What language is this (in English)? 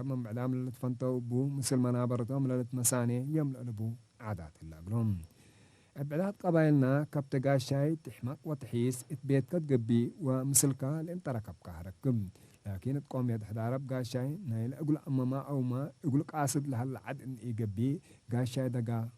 Tigre